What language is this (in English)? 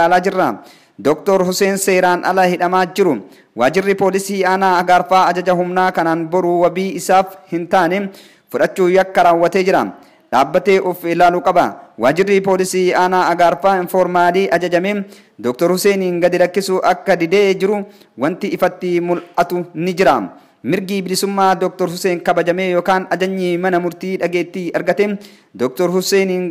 Oromo